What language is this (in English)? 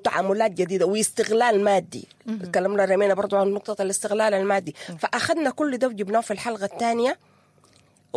Sudanese Arabic